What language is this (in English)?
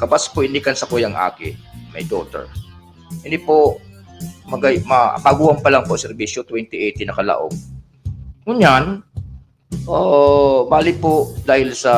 Bikol